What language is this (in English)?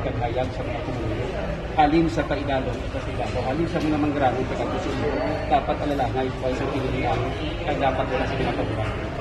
Hiligaynon